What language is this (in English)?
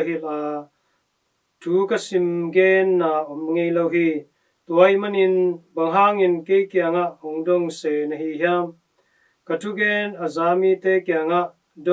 Tedim Chin